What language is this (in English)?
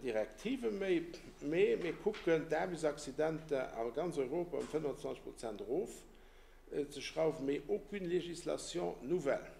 Luxembourgish